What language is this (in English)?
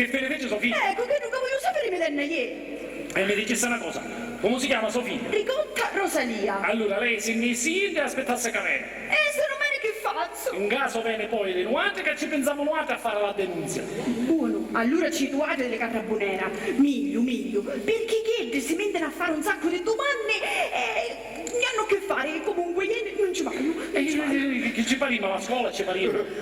Sicilian